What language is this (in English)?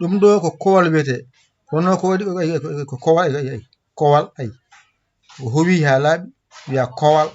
Fula